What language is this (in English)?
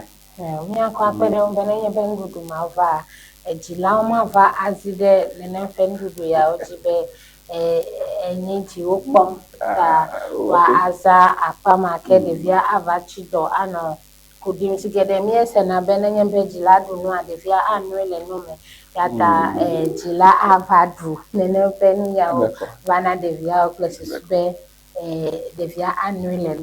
Ewe